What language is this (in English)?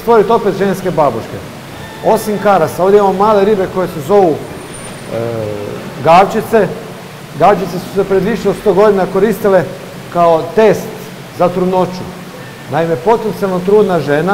Croatian